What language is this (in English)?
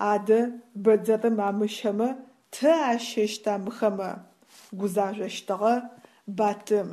Adyghe